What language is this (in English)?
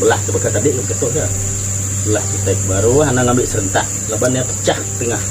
Iban